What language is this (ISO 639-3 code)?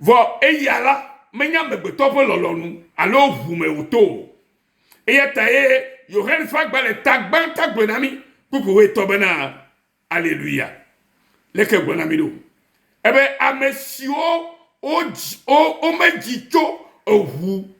ewe